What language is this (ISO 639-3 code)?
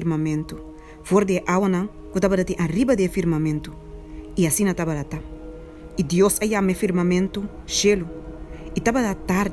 pap